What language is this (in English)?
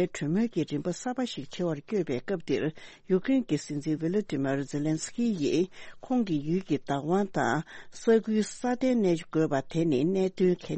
Tibetan